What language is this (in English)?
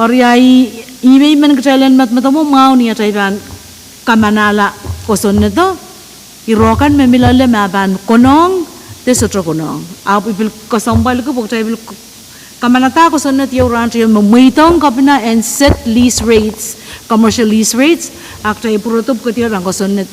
Pohnpeian